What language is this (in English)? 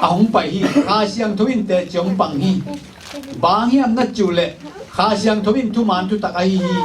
Tedim Chin